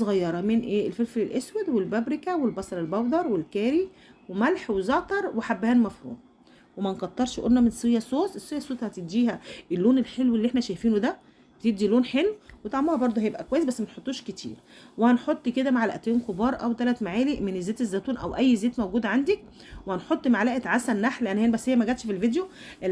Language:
Egyptian Arabic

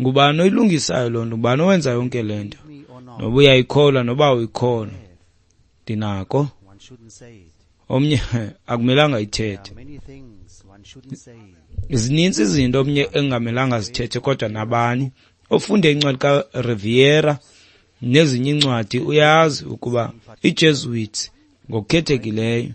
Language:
Xhosa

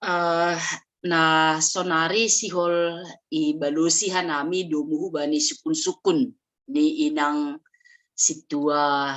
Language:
Batak Simalungun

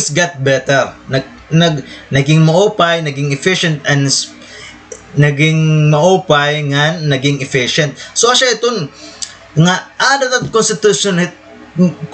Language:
Waray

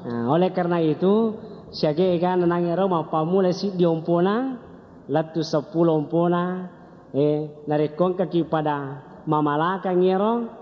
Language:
Buginese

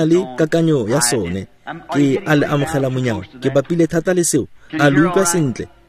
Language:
Tswana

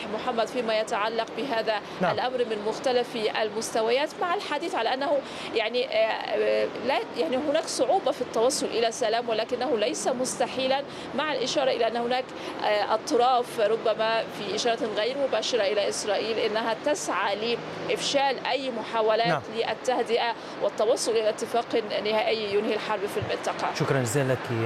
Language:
Arabic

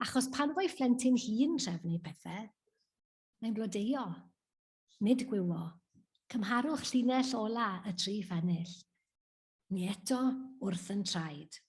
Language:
Welsh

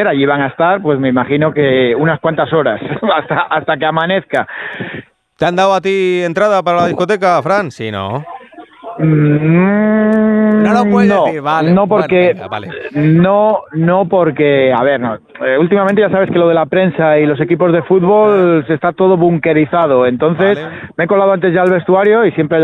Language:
Spanish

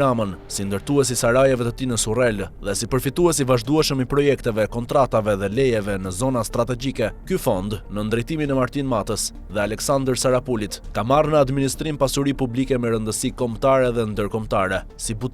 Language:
Albanian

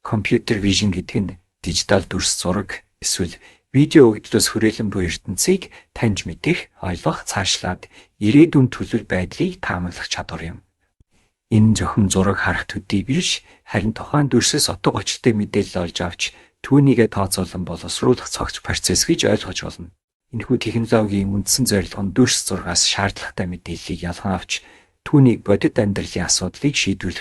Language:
Mongolian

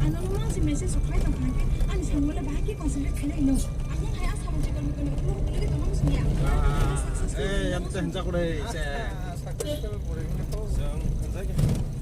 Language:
Kok Borok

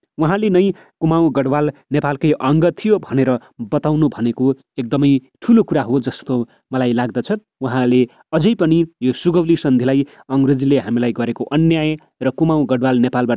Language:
Nepali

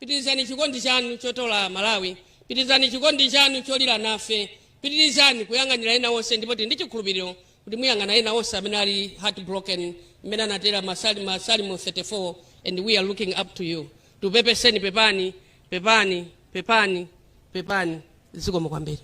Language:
Nyanja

